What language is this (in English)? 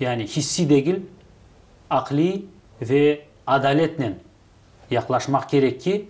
Crimean Tatar